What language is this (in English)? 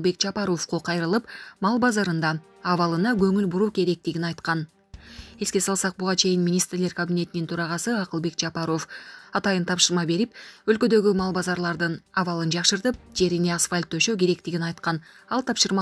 Kyrgyz